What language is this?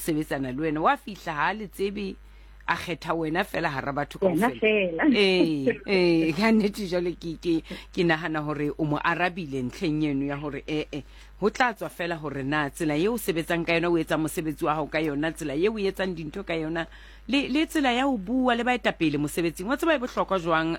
Southern Sotho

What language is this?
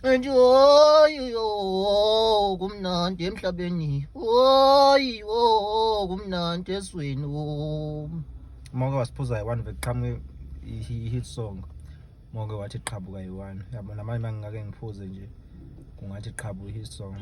Zulu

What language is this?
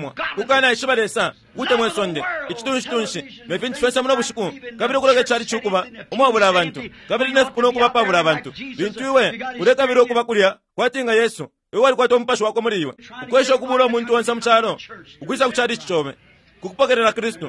Bemba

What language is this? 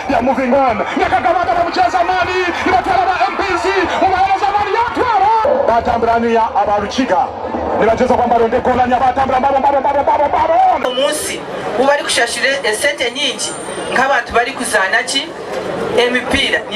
Nyankole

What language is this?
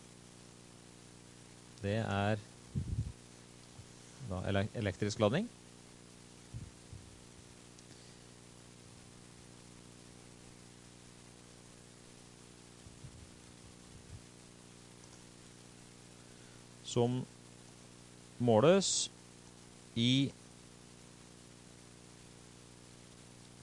Norwegian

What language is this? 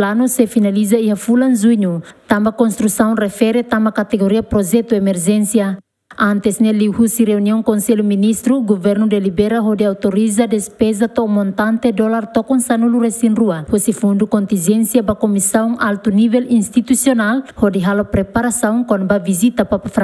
Tetum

